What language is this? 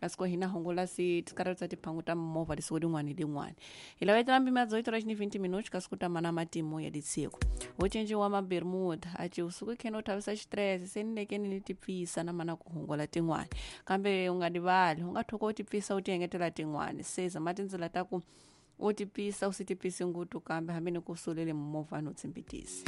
Tsonga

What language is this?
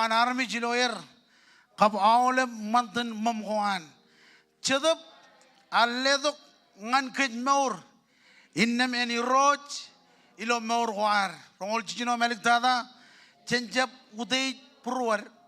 Marshallese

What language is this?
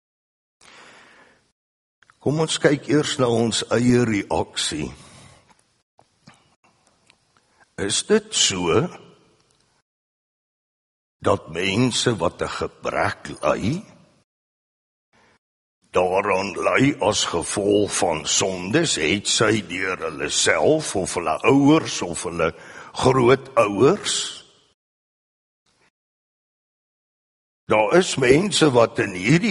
Afrikaans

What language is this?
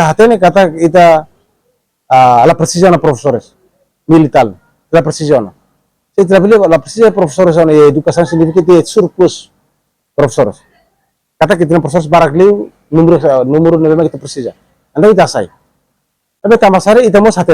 Tetum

